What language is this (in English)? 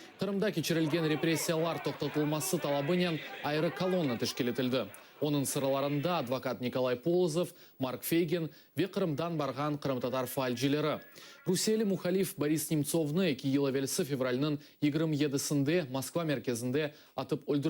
Crimean Tatar